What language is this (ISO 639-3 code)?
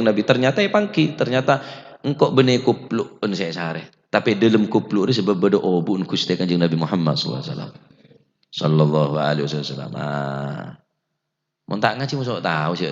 mad